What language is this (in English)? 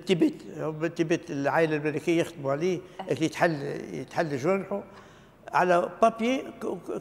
Tunisian Arabic